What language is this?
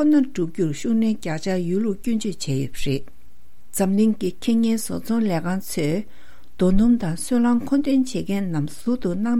Tibetan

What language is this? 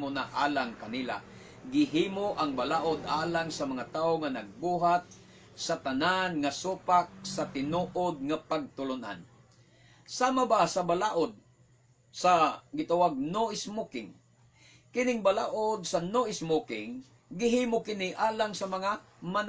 Cebuano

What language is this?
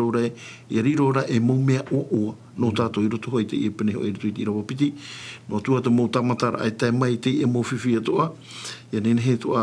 Tahitian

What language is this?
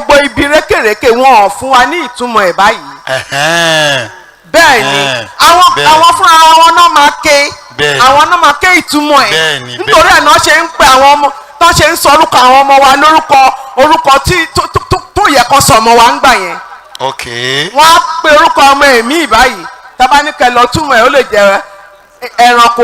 Yoruba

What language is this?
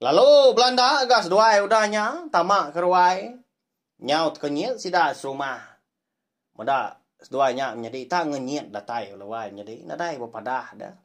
Iban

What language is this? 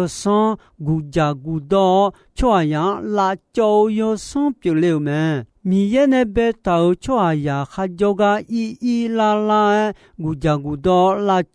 Akha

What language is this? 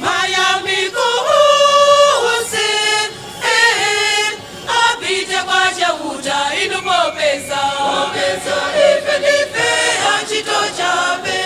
Nyanja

